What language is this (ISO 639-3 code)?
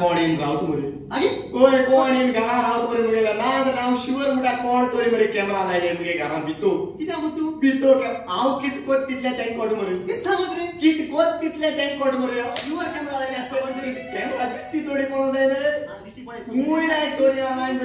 kok